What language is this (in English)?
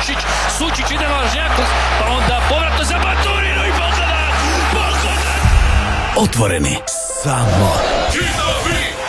Croatian